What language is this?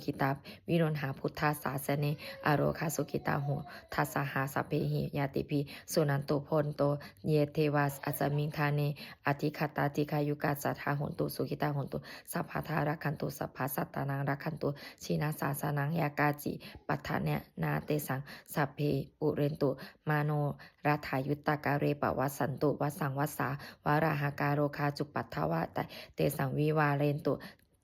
Pali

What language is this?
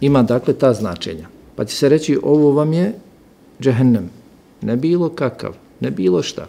Bosnian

